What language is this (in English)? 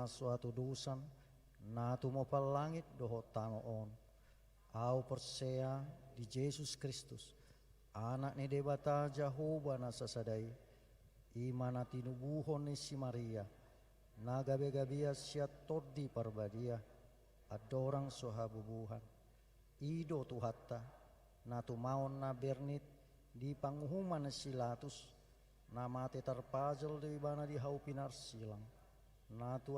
Batak Toba